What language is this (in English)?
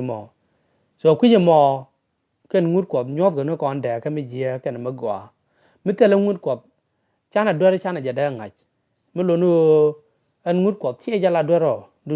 Nuer